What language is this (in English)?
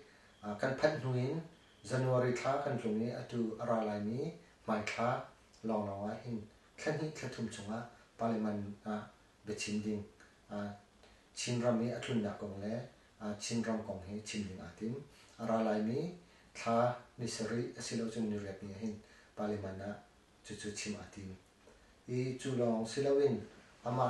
Hakha Chin